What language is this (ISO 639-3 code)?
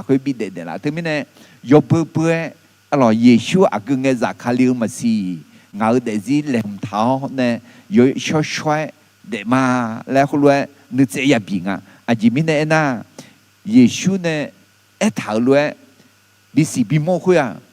ahk